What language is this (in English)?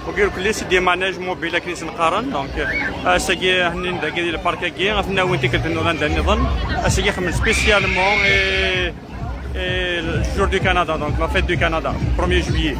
Kabyle